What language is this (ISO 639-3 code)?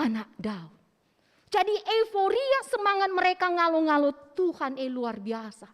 btx